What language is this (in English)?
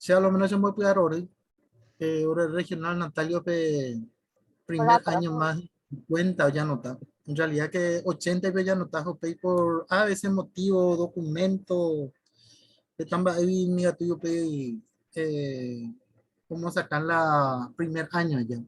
Guarani